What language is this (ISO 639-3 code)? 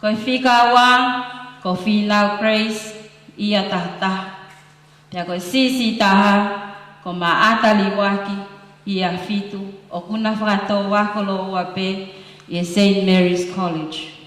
ton